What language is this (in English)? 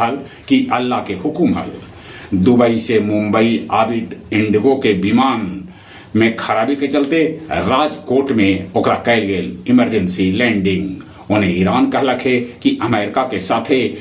Magahi